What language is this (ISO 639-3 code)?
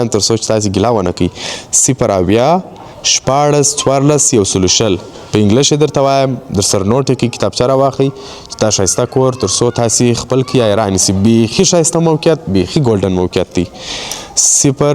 pus